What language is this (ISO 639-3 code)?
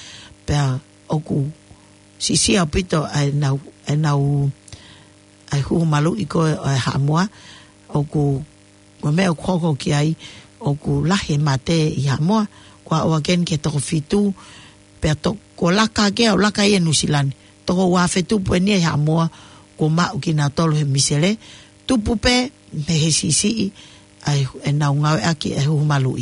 ton